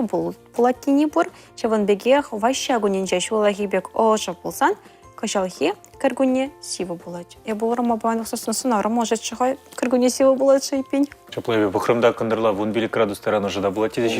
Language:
Chuvash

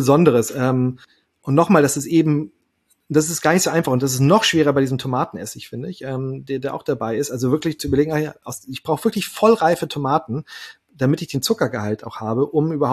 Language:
German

